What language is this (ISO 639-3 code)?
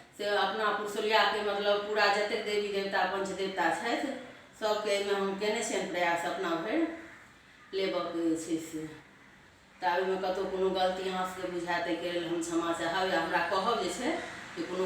mai